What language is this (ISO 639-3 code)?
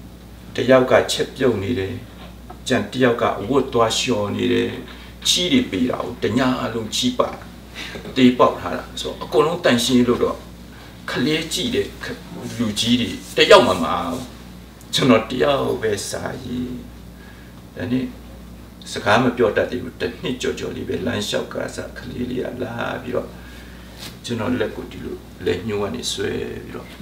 mya